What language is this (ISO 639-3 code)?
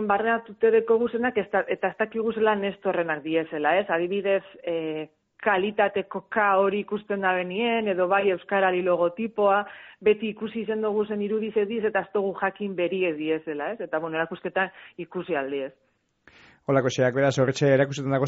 eus